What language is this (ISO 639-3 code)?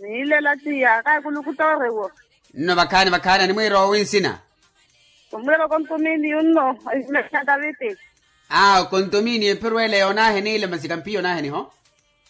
vmw